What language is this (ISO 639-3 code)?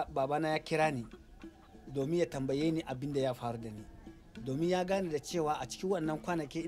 hau